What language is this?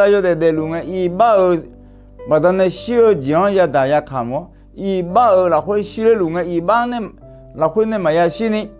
Akha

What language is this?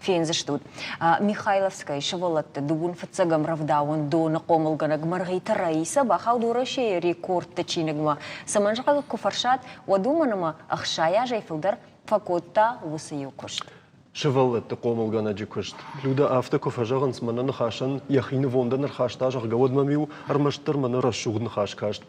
Ossetic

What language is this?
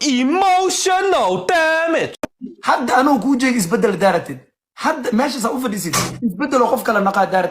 Somali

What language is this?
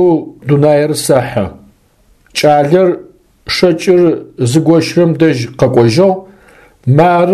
Adyghe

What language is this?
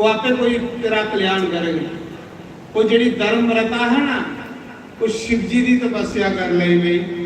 Dogri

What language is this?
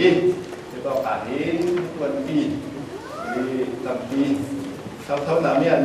Falam Chin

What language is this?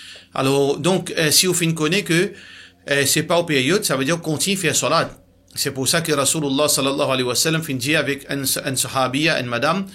Morisyen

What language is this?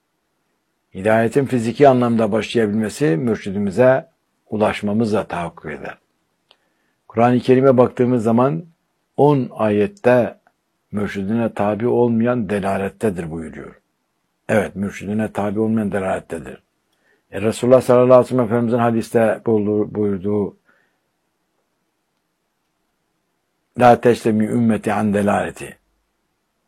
Turkish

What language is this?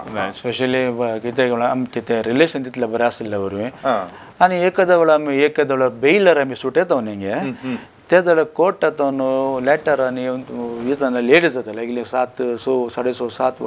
Konkani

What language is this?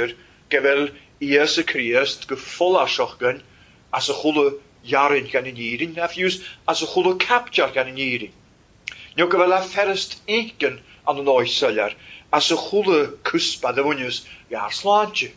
Welsh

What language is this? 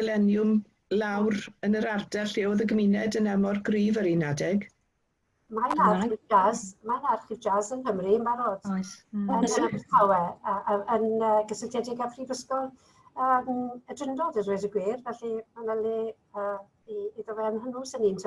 Welsh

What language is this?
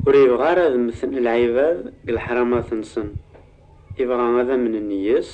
Kabyle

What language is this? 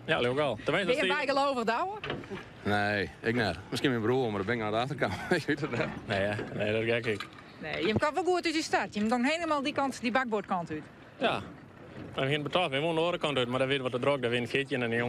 Western Frisian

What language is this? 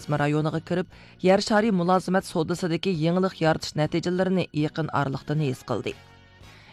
Uyghur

